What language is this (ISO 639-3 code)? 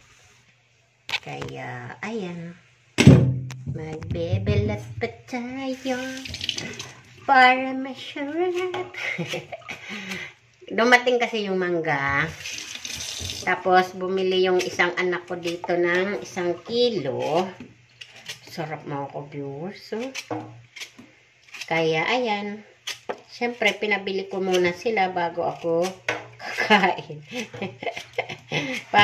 fil